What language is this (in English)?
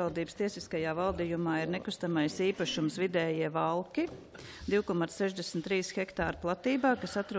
Latvian